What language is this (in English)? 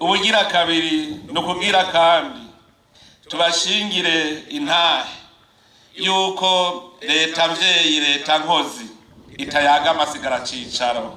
Rundi